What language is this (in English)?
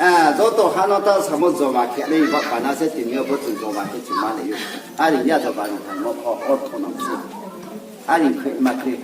Riang (India)